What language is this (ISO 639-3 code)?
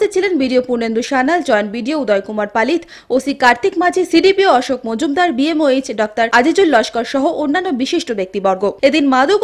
ben